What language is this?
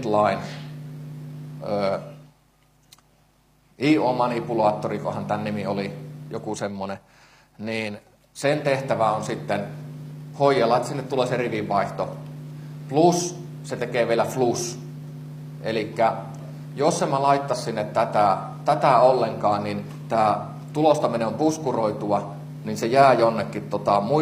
Finnish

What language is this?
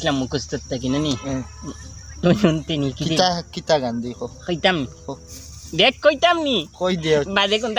Sylheti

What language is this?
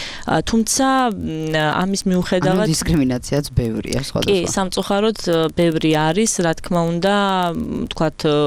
Georgian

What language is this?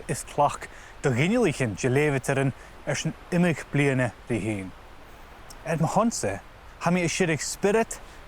Scottish Gaelic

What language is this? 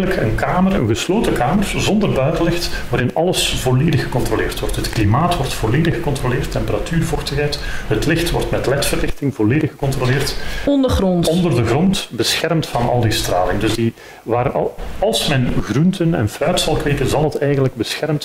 Dutch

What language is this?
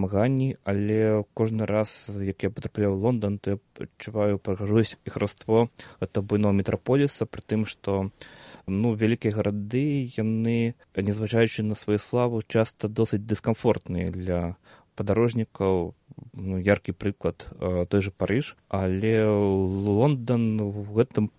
Belarusian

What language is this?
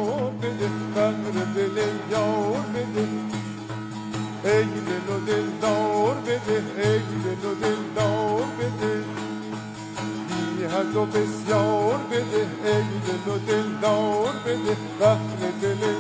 Persian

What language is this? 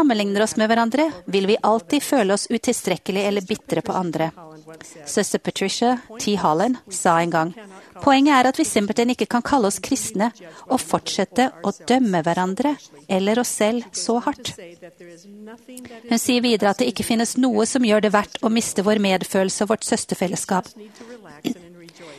Norwegian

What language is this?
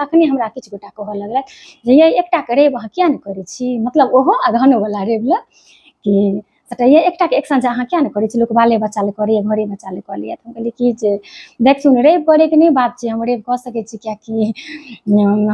Maithili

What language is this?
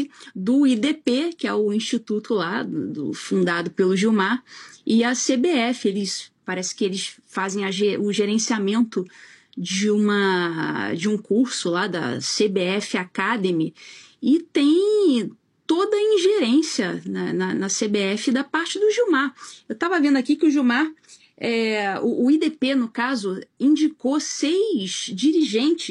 Portuguese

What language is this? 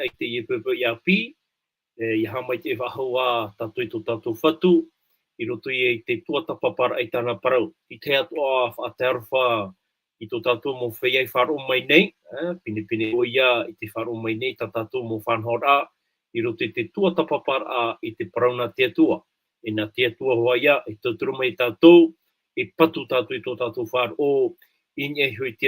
Tahitian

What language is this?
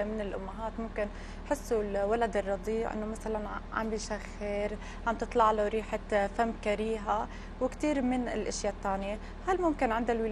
North Levantine Arabic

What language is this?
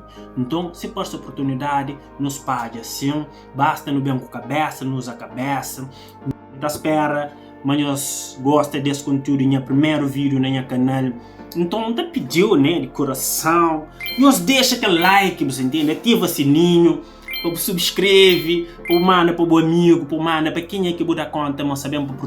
Kabuverdianu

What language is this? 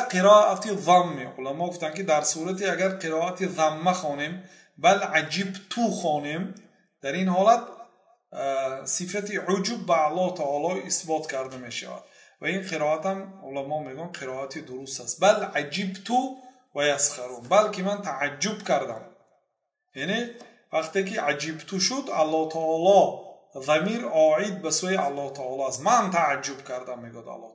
Persian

